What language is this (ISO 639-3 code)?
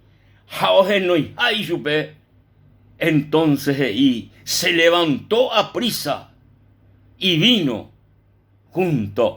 grn